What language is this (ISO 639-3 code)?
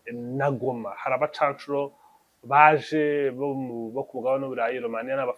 kin